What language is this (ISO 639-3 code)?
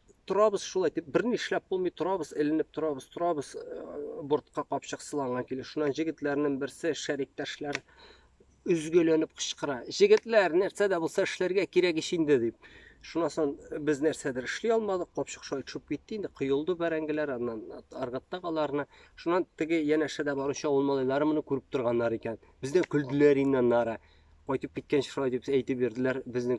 tat